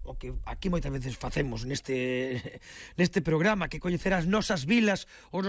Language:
Galician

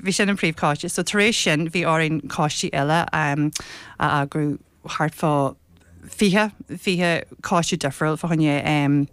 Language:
Irish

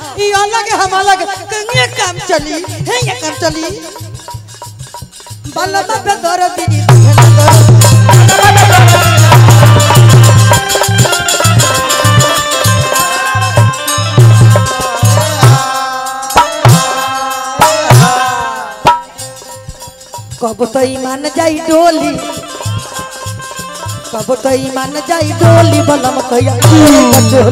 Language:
Bhojpuri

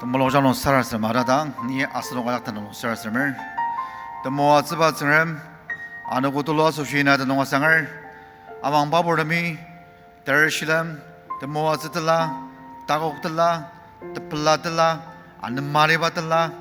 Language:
Ao Naga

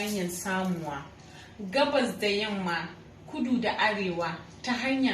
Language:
Hausa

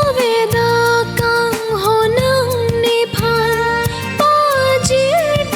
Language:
Karbi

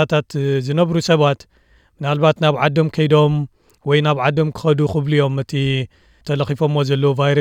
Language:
Tigrinya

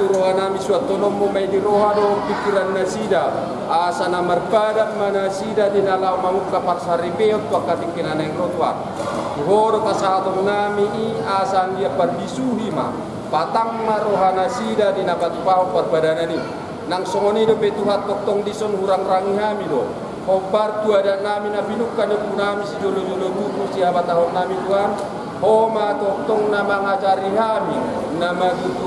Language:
Batak Toba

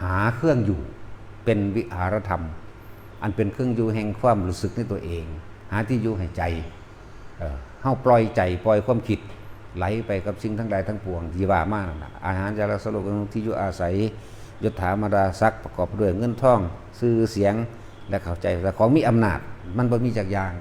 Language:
Northeastern Thai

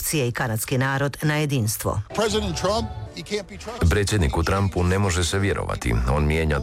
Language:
Croatian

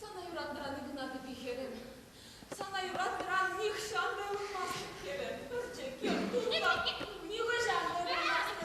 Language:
Chuvash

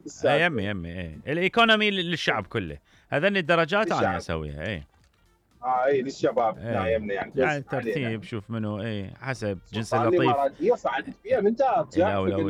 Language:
Mesopotamian Arabic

